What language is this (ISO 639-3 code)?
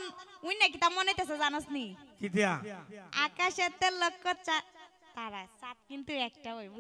syl